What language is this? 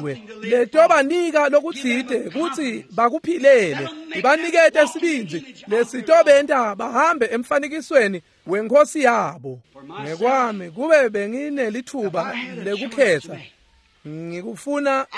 Swati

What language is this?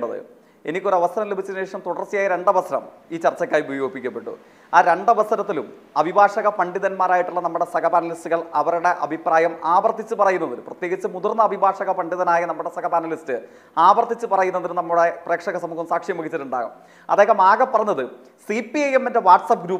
Malayalam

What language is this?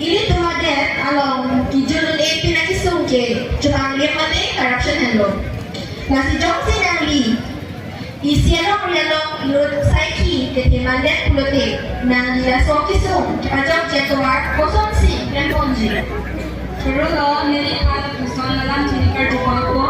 Karbi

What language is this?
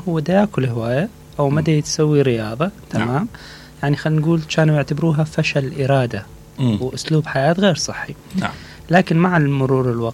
Mesopotamian Arabic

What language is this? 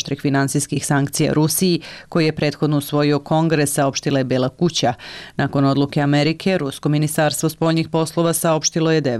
Serbian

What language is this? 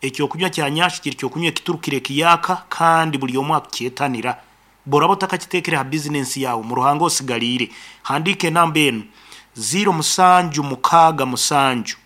Nyankole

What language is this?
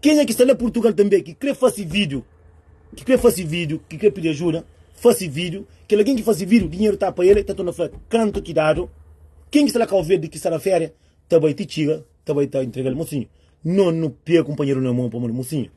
Kabuverdianu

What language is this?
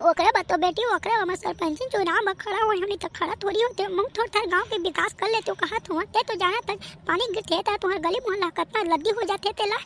Chhattisgarhi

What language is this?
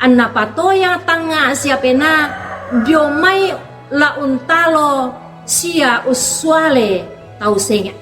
Toraja-Sa'dan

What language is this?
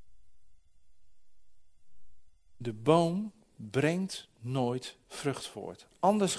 Dutch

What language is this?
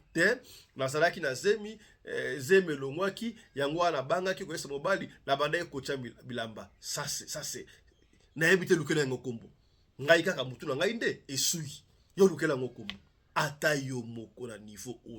Lingala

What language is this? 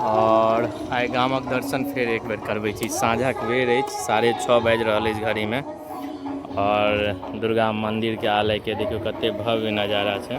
Maithili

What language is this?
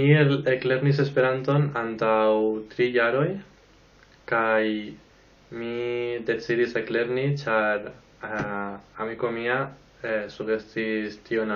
Esperanto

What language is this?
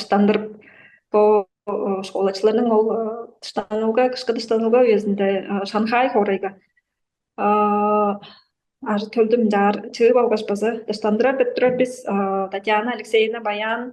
Tuvinian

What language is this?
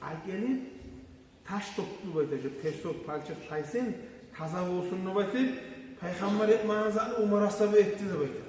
Kumyk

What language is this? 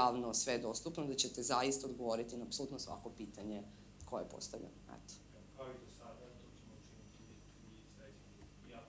Serbian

